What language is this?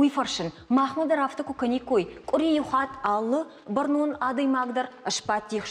Ossetic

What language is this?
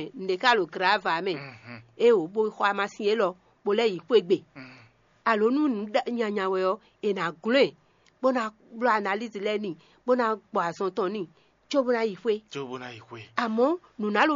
Fon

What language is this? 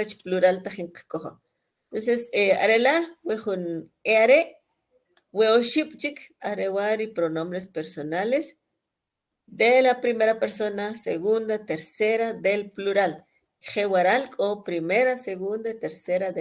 Kʼicheʼ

